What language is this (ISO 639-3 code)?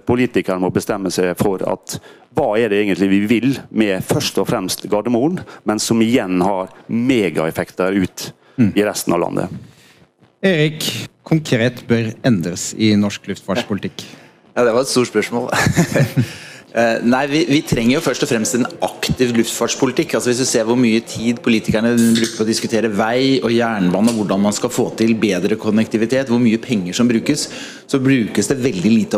nor